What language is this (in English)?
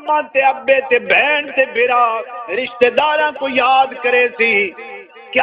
Saraiki